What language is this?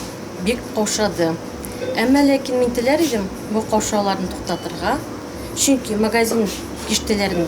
Tatar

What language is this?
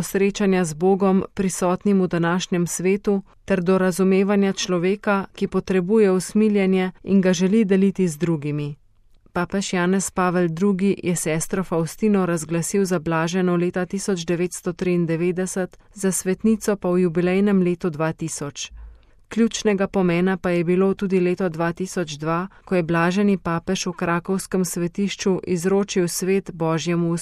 Slovenian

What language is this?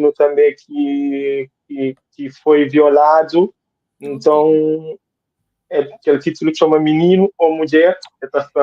Kabuverdianu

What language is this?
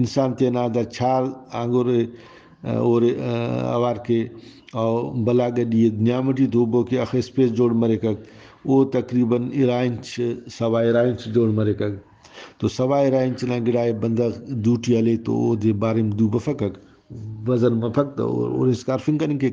Brahui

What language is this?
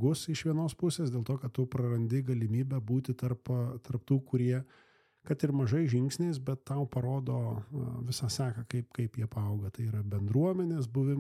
Lithuanian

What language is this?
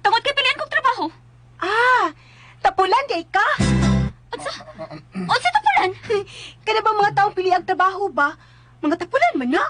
Cebuano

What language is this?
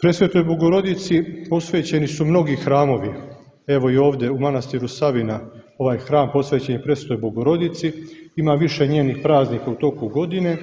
Serbian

